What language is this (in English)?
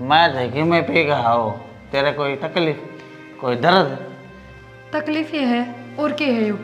Haryanvi